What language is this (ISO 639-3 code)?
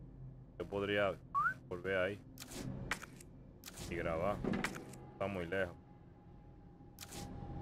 spa